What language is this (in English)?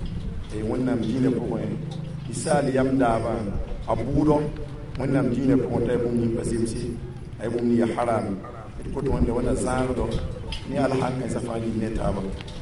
Mossi